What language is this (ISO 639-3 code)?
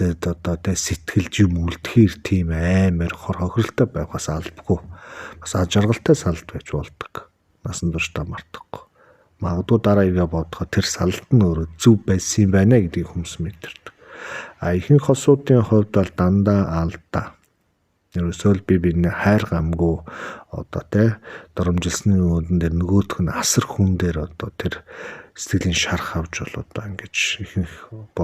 mon